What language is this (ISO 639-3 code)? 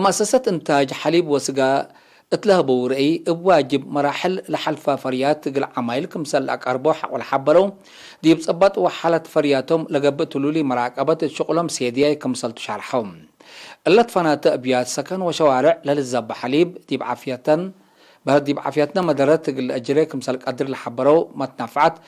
tig